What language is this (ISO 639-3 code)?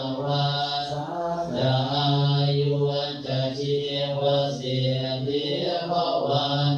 pli